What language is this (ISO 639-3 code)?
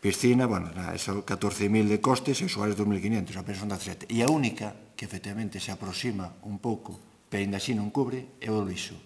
glg